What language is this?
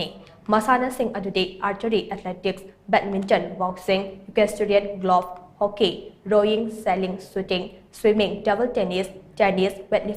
Manipuri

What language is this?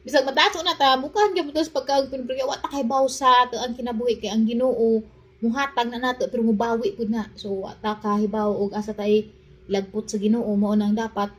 Cebuano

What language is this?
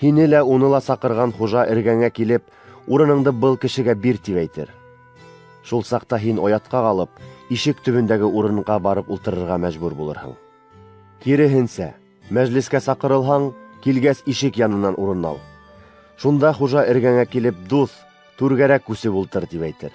Bashkir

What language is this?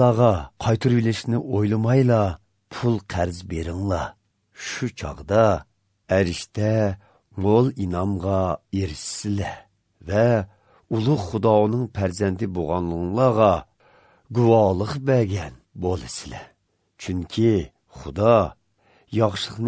Uyghur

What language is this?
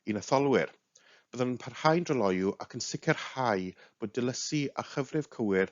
Welsh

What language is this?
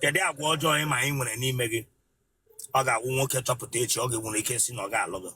Igbo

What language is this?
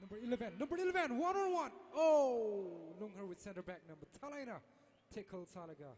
Tangkhul Naga (India)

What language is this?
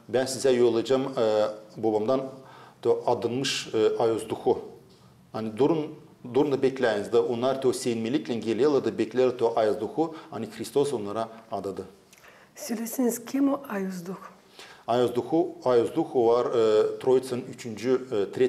Gagauz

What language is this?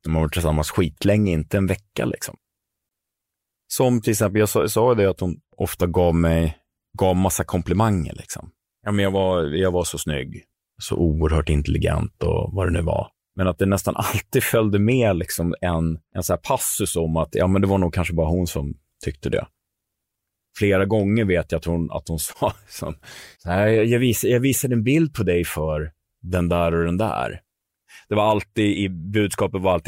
Swedish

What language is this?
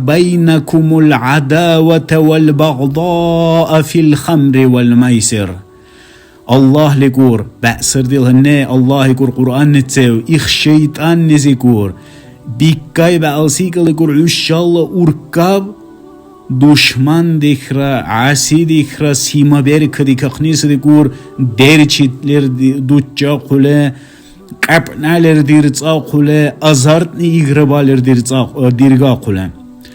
Dargwa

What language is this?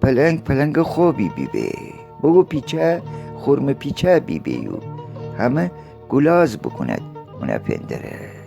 Gilaki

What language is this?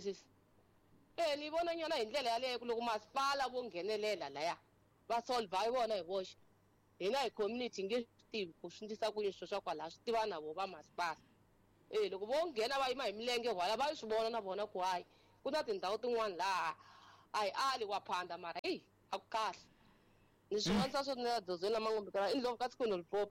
Tsonga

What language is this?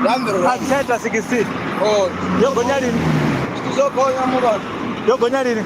Venda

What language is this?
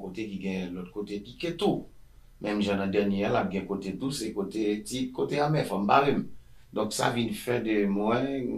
Haitian Creole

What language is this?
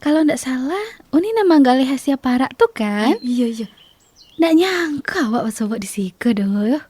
Minangkabau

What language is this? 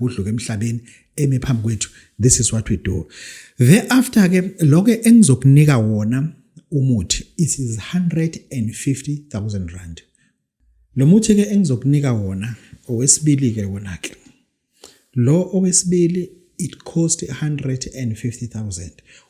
Zulu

